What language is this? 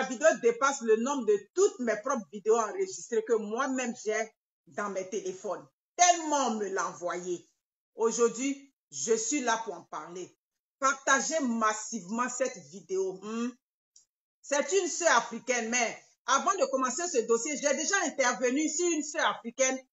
French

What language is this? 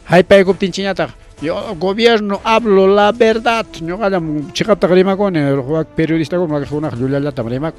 Ayacucho Quechua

